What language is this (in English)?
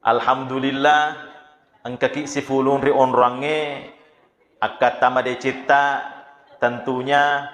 Buginese